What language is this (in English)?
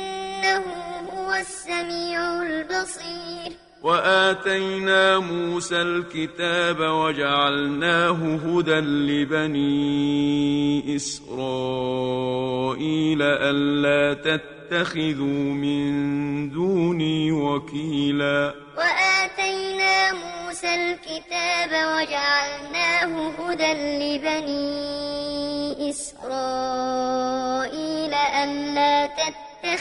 Arabic